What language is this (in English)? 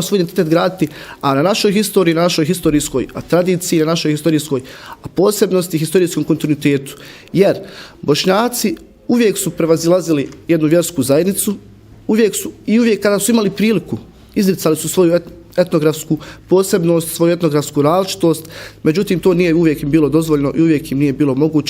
Bosnian